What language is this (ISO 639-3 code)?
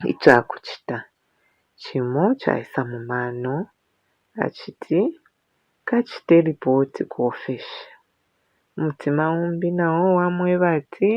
bem